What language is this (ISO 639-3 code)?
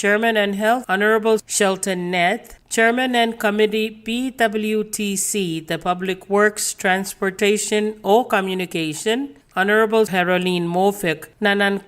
pon